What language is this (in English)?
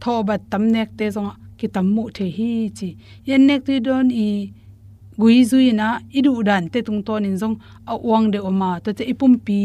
Tedim Chin